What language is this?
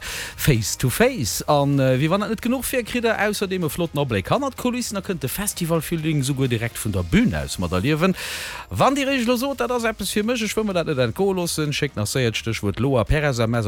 Luxembourgish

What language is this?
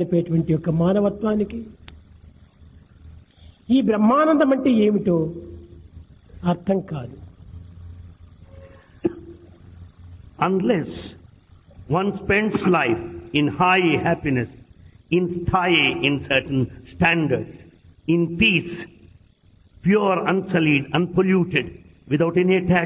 Telugu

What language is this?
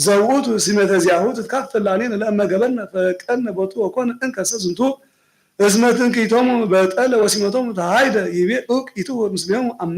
Geez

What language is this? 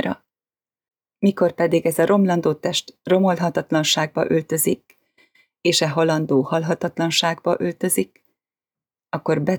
Hungarian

